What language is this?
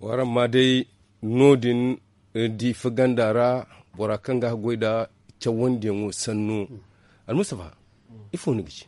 Zarma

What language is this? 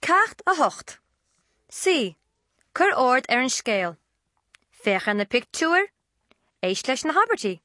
Irish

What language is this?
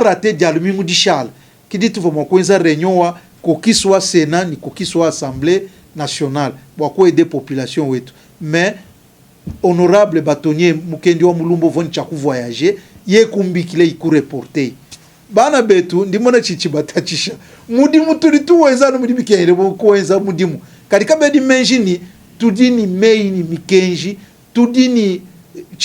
Luba-Lulua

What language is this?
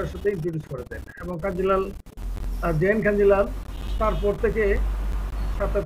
Bangla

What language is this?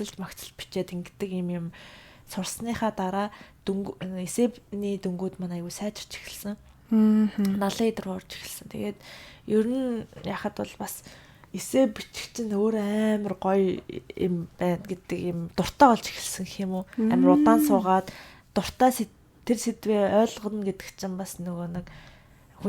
Mongolian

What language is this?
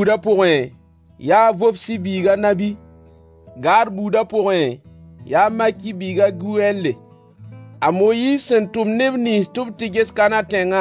Mossi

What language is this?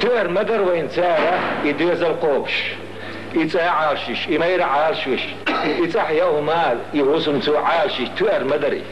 Chechen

